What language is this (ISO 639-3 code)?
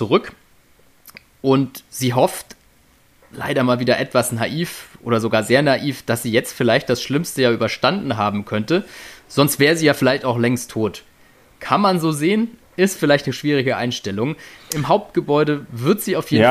deu